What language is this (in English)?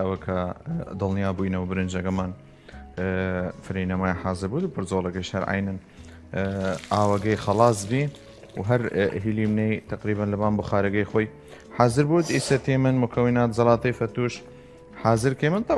Southern Kurdish